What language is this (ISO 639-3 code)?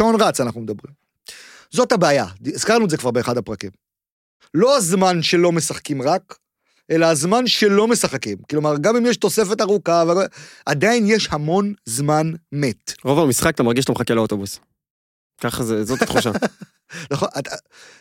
heb